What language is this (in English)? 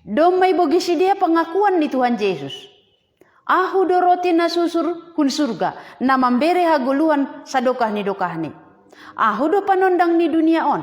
Batak Simalungun